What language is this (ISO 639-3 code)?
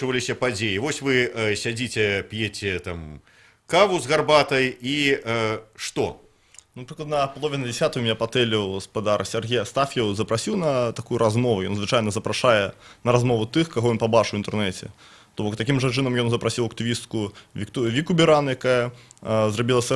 bel